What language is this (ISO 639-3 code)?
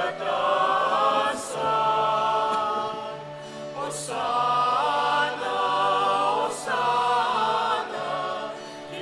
pam